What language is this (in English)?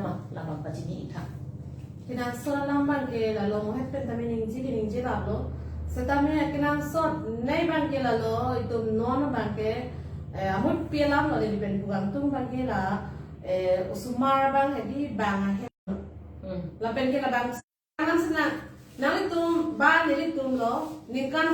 Karbi